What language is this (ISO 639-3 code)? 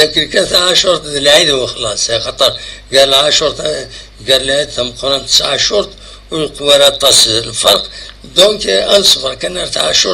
kab